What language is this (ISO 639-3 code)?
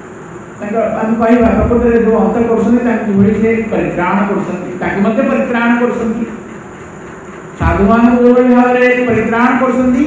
ori